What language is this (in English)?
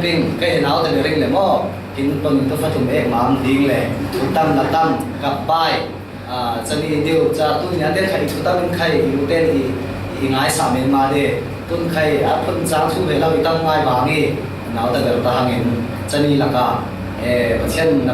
Falam Chin